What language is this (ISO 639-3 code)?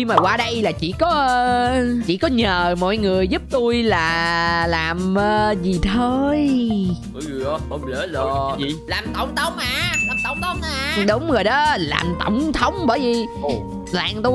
vie